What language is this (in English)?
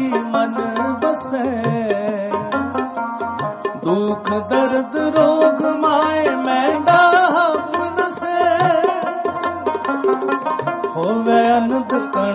Punjabi